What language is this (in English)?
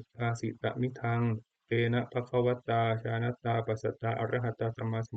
Pali